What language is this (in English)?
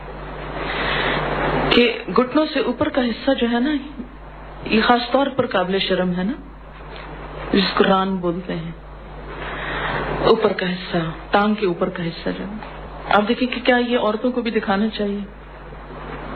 Urdu